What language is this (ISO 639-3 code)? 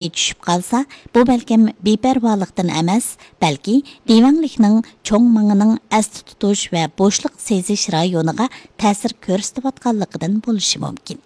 uig